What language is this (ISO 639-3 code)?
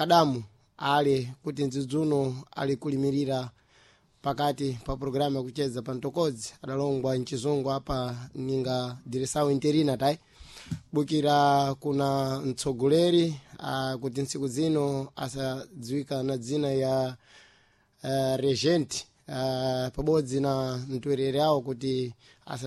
seh